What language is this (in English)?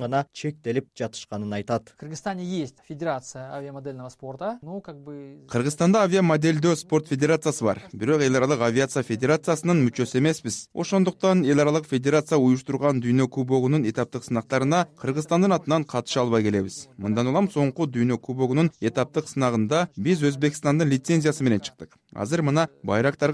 Kyrgyz